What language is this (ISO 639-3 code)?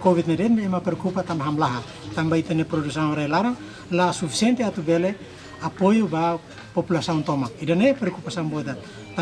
tet